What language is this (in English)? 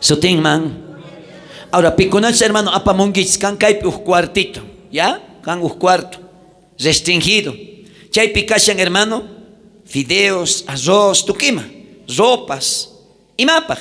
South Bolivian Quechua